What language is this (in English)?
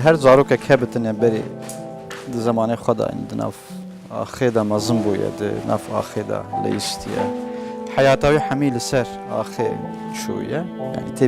Kurdish